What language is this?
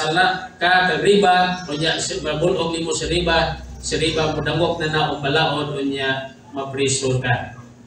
Cebuano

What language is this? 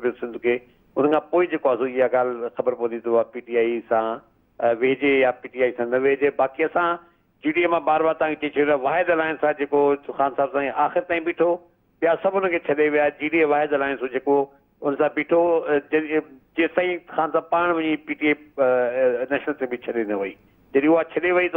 Sindhi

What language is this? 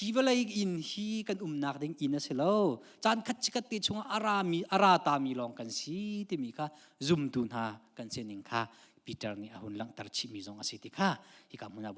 Hakha Chin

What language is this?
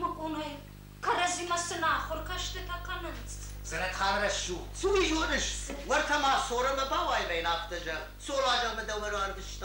Ossetic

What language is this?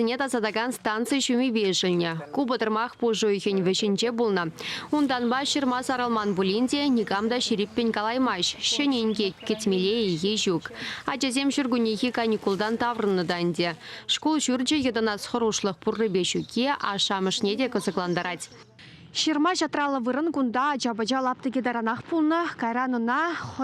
Chuvash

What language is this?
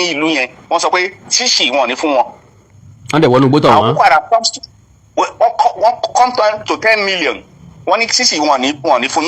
Yoruba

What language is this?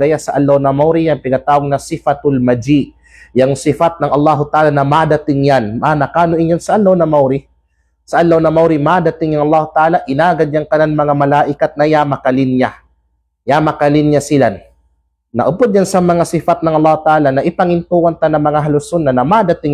Kalagan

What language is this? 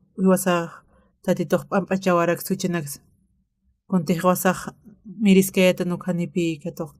Aymara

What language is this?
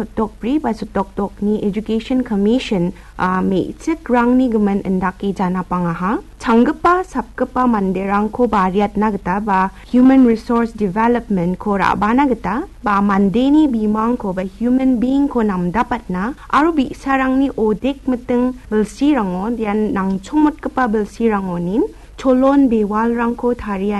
Garo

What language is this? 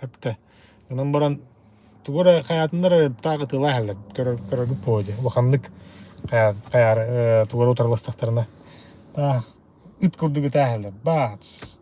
Yakut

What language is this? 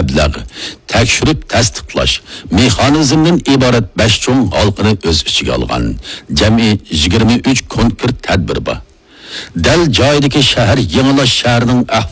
Uyghur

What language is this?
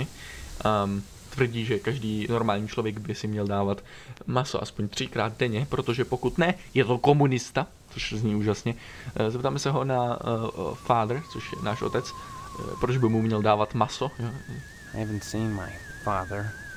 Czech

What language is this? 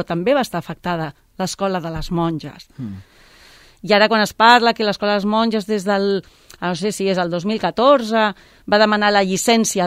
Catalan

